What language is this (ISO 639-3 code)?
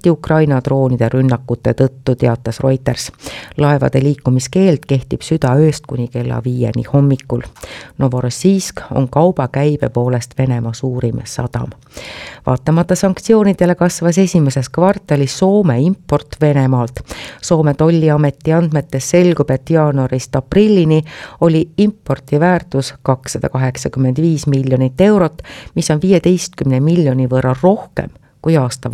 est